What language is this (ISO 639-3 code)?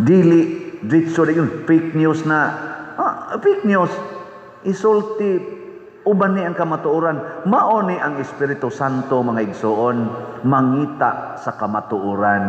ceb